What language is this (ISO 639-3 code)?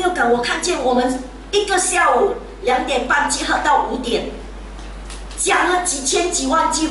zho